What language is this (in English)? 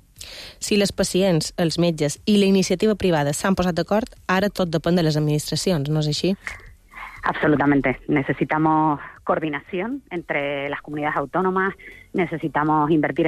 Catalan